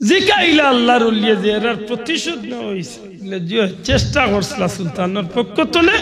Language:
Sylheti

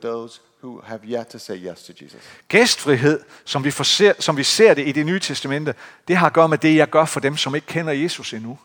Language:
Danish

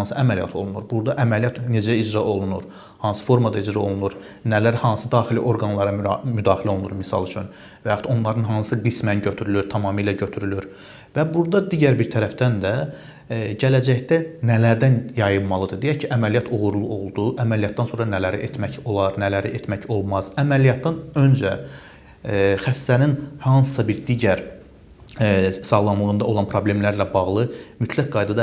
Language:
Azerbaijani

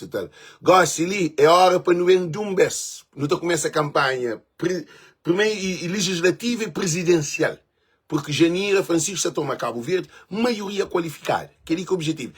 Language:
Kabuverdianu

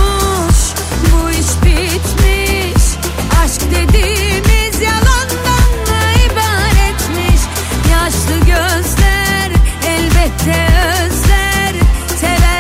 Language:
Turkish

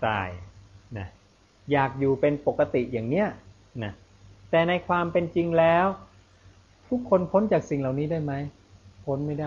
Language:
Thai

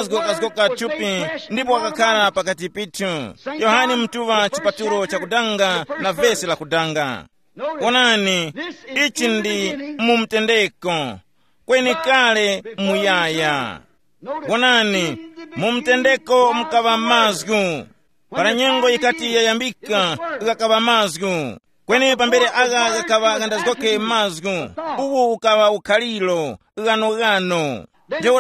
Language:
Tumbuka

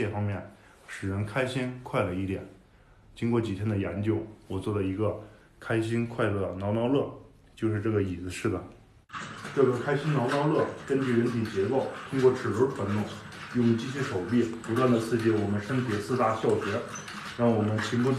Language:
Chinese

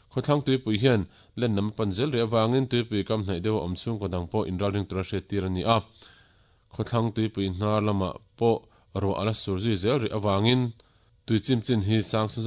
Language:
Mizo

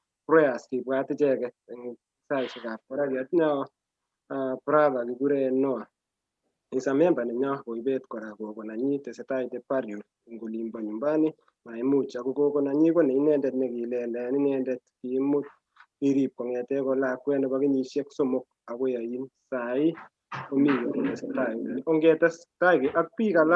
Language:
Kalenjin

